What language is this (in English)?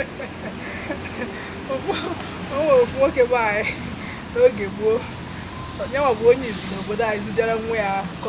Igbo